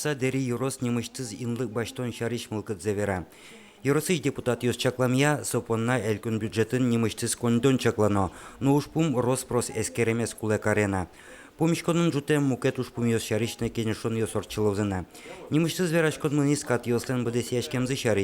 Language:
Udmurt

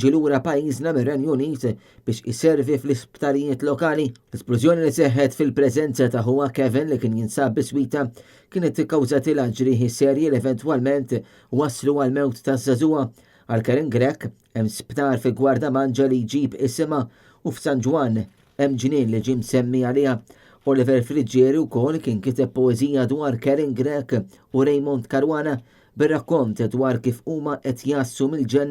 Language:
Maltese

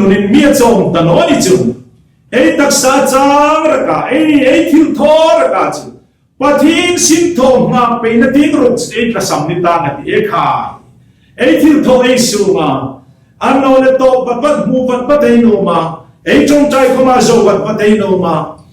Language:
Hmar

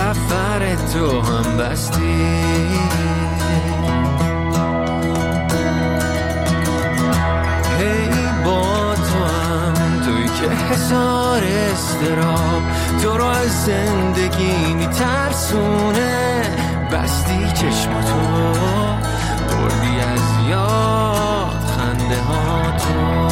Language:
Persian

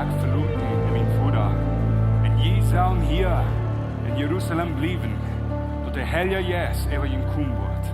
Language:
Plautdietsch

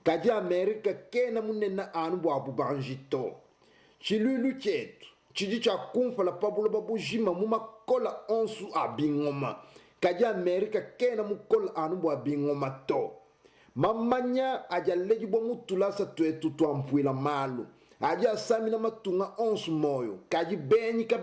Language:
Luba-Lulua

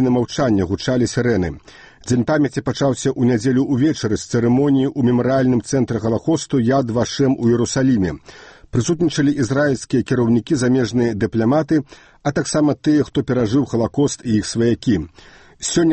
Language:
Belarusian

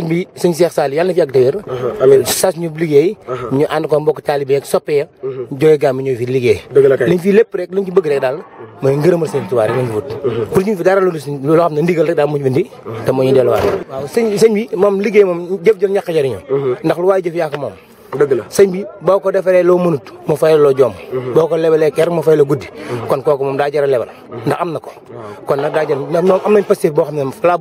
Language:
Wolof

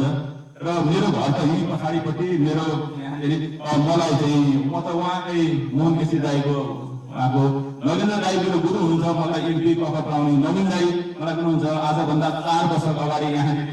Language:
Nepali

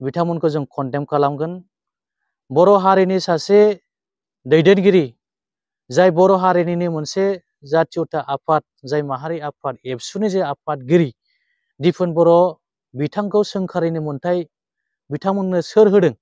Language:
Bodo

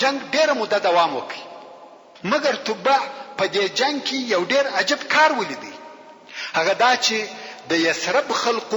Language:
Pashto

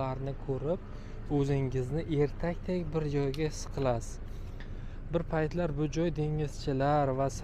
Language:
Uzbek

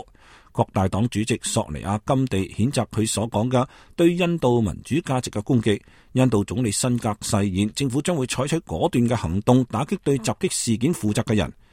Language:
Cantonese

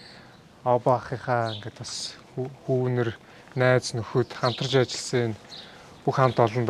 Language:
Mongolian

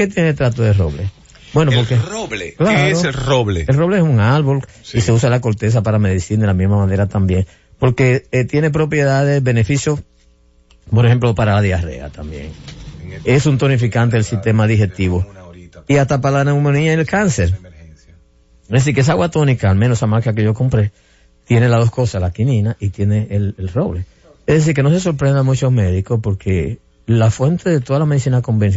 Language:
Spanish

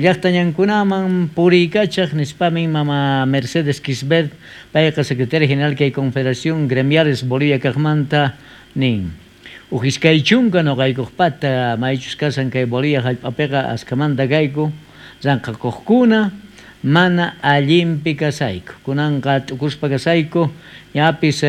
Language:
South Bolivian Quechua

